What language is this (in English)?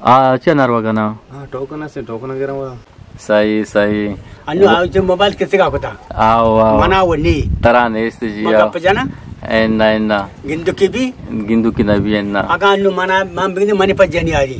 Eastern Balochi